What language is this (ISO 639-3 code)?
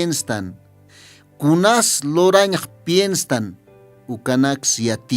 aym